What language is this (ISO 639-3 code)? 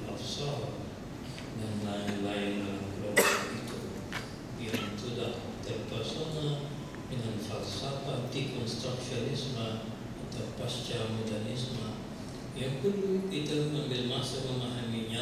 msa